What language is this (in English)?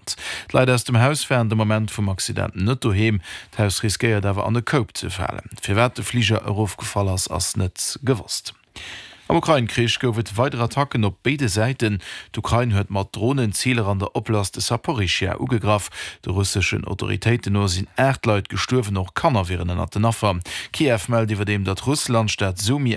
Luxembourgish